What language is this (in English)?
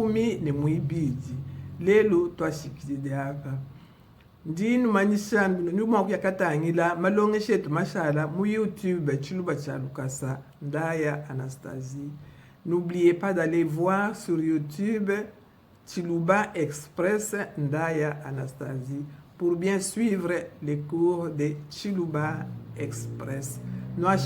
Luba-Lulua